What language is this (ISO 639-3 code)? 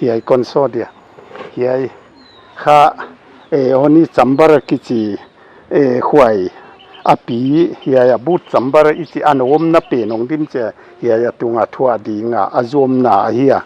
pck